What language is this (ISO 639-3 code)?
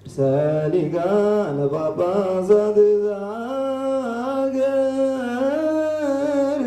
gez